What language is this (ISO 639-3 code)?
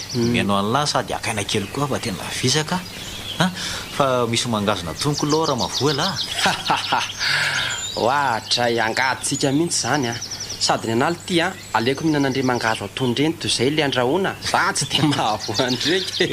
mlg